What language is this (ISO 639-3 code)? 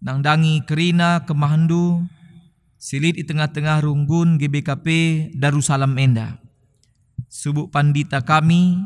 btx